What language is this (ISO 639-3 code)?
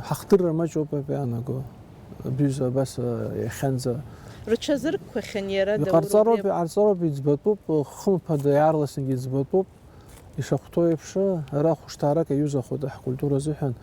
abk